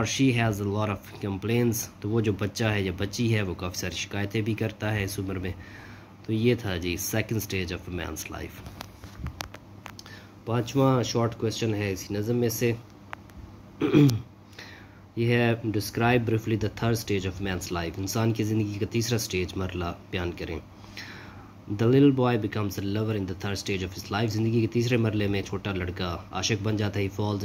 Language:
Urdu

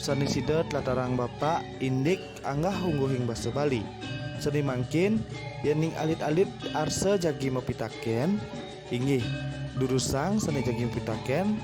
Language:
Balinese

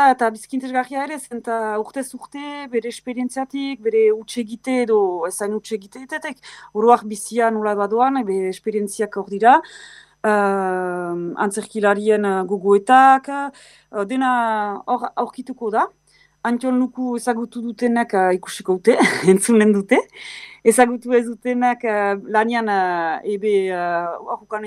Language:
Basque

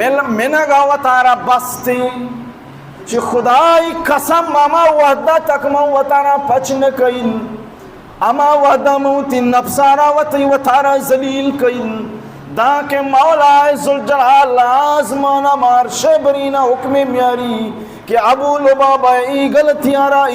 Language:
Baluchi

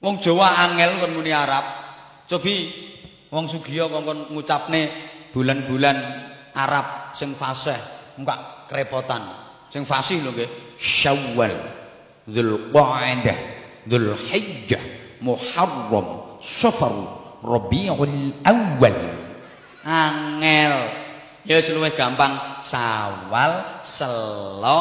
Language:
Javanese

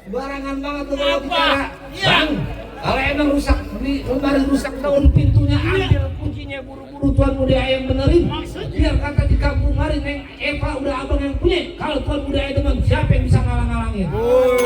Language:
Betawi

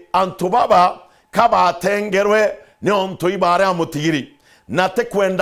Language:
Meru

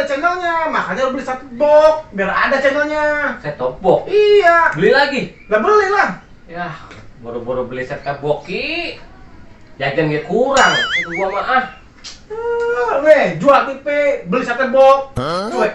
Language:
Betawi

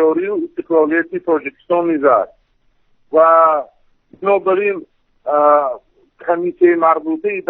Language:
Tajik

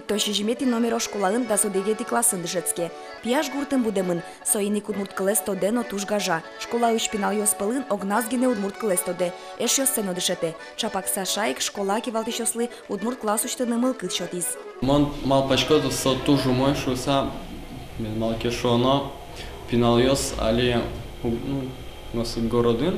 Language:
Udmurt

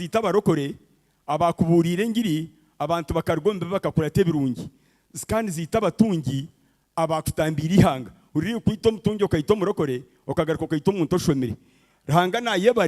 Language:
Nyankole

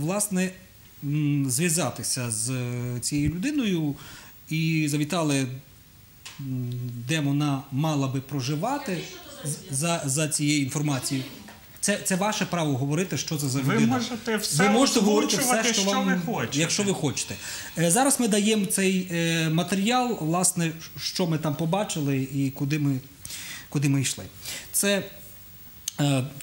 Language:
Ukrainian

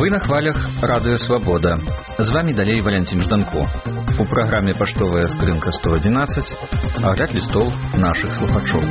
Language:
Belarusian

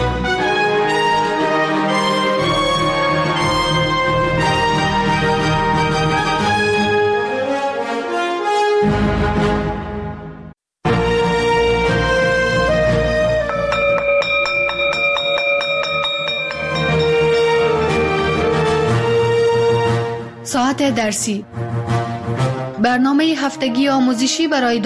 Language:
Persian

